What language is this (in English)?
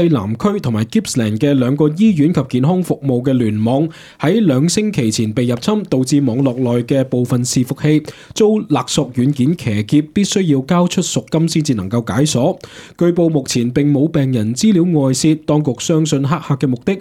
Cantonese